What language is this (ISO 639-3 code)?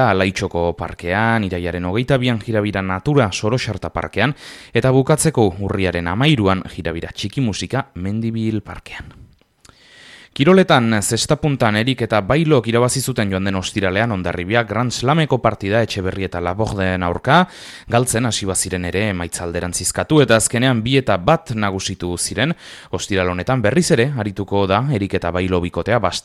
eus